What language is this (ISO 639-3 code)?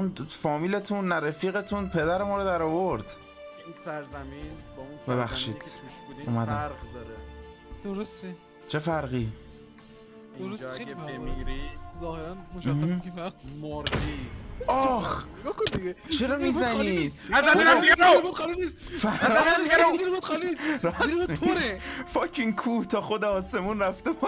fas